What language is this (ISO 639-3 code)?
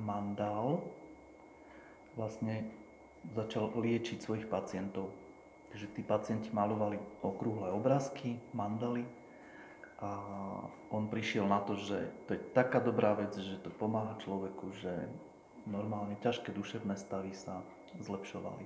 slk